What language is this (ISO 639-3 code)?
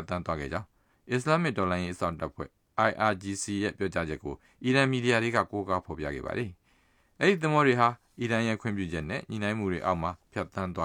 mya